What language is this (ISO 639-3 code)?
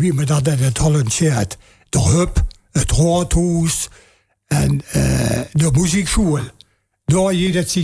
lim